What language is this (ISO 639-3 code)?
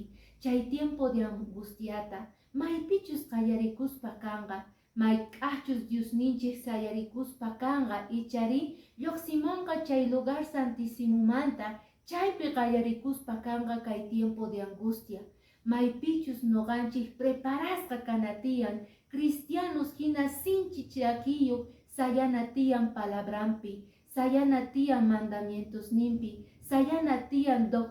que